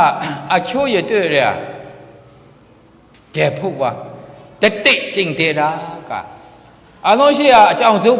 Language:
Maru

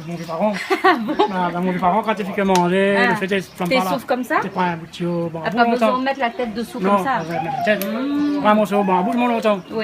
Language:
Réunion Creole French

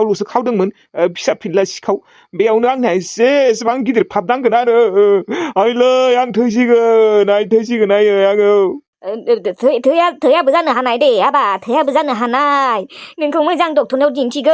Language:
Bodo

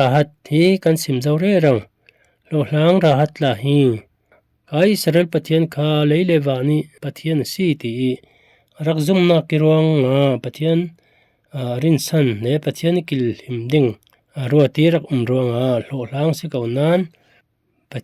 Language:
Falam Chin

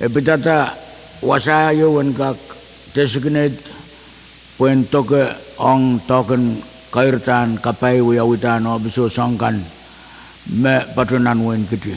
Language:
Pohnpeian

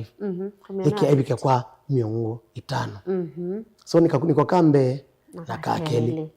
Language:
Kamba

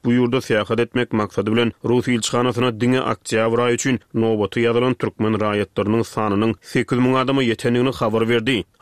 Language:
Turkmen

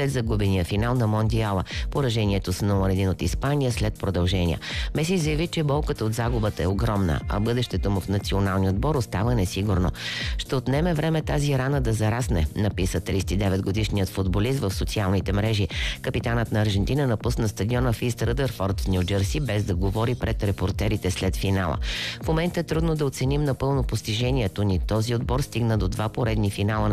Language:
Bulgarian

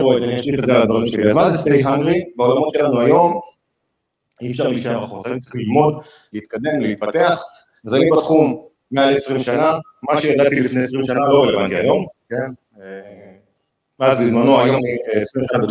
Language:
Hebrew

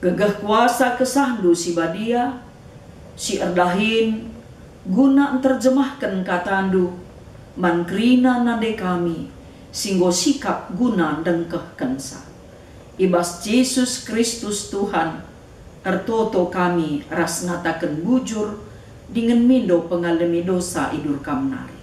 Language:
Batak Karo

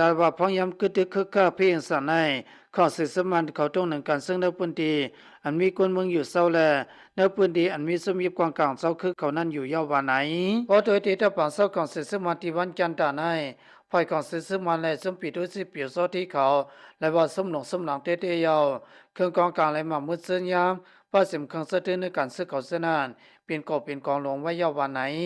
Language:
Lao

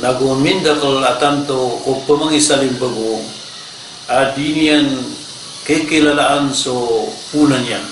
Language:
Maranao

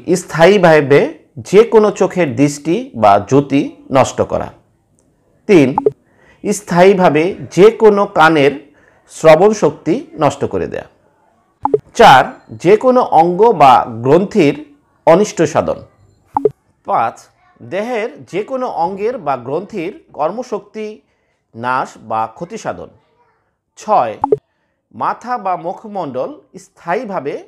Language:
Bangla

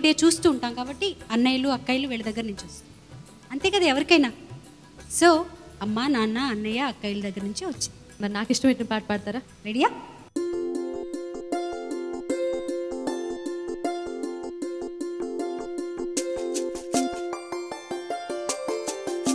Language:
Telugu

